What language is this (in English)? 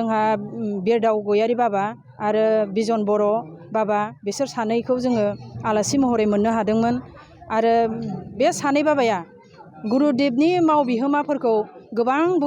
Bodo